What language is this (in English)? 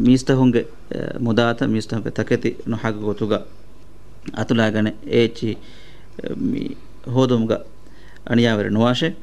Divehi